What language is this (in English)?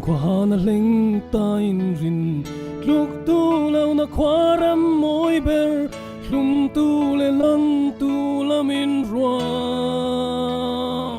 Falam Chin